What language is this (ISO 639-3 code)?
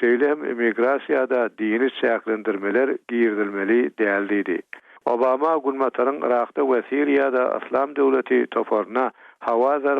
tuk